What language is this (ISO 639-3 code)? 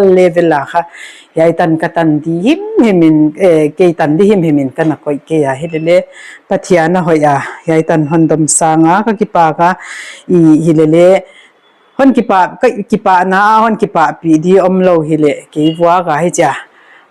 pck